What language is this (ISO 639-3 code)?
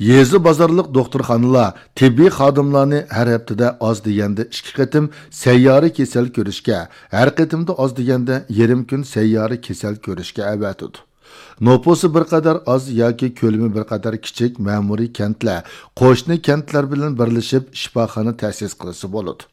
uig